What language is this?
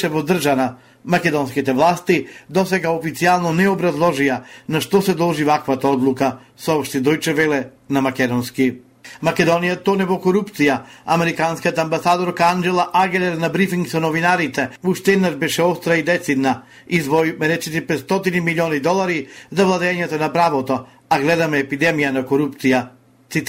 Macedonian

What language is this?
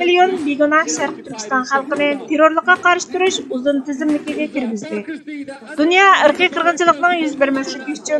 Uyghur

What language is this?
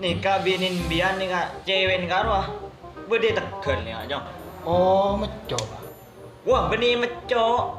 Madurese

